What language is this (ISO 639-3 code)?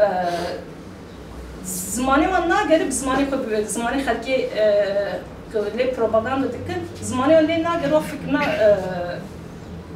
tur